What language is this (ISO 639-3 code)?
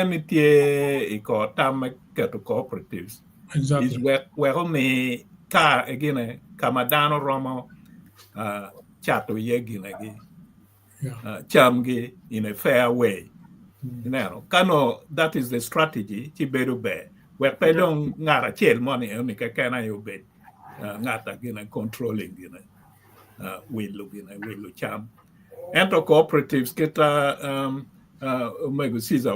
ach